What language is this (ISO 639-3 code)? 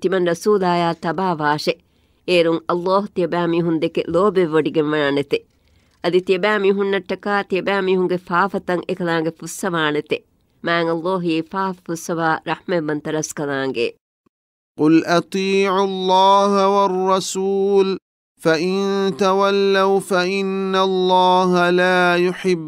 div